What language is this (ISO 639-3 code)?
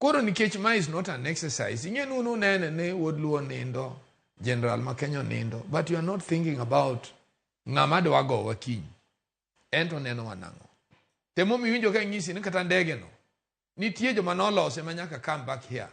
luo